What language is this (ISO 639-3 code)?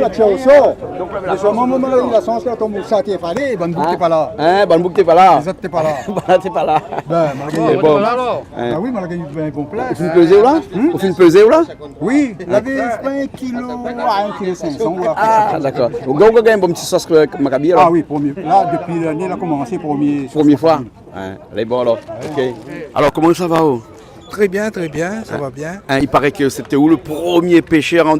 rcf